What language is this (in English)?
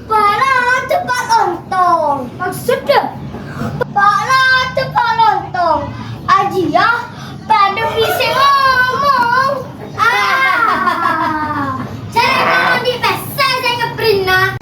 Madurese